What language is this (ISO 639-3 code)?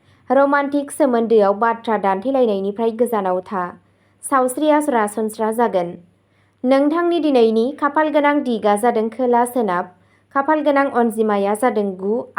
brx